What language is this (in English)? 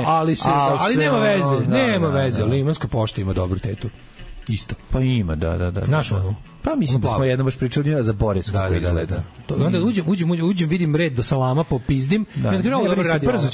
Serbian